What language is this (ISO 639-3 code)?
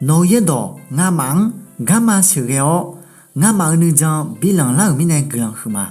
ahk